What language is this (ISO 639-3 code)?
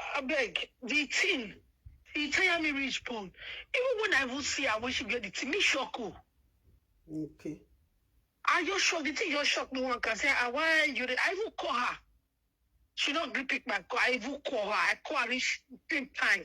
pcm